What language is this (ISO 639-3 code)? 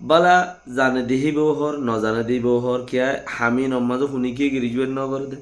rhg